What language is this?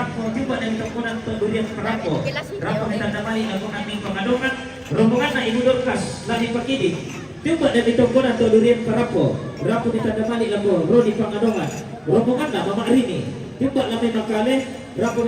Toraja-Sa'dan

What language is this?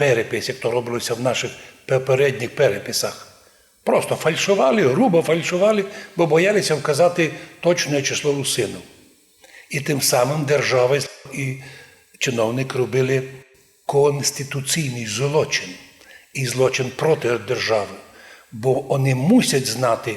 Rusyn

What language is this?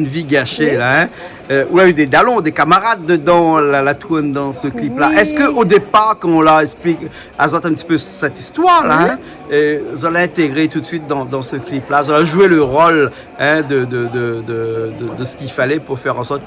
Réunion Creole French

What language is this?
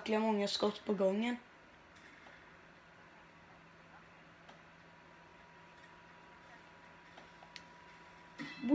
Swedish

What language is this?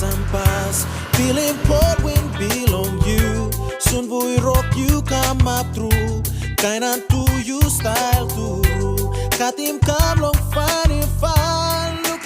Tok Pisin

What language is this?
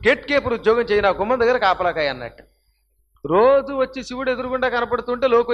Telugu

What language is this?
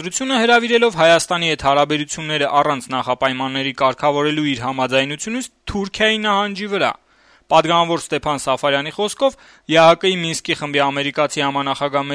Armenian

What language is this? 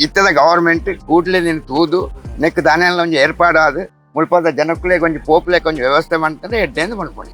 Tulu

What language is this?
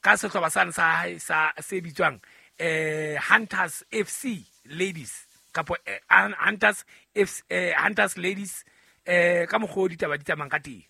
Southern Sotho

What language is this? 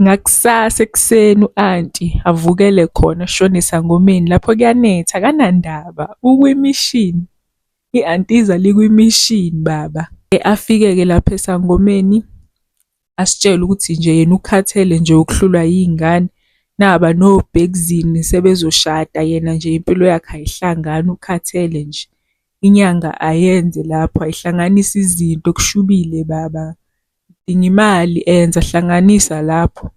Zulu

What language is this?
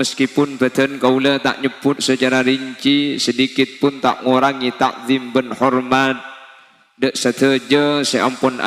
Madurese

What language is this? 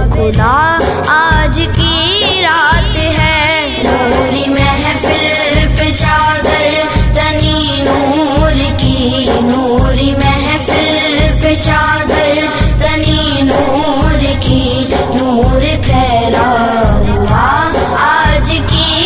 Urdu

